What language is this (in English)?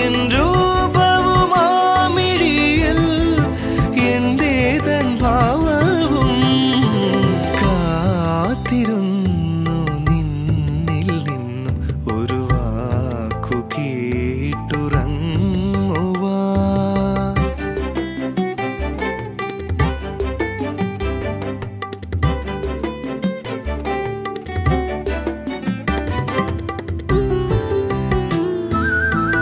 Malayalam